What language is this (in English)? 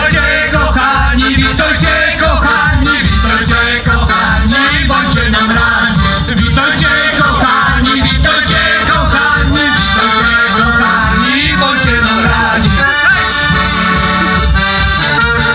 Polish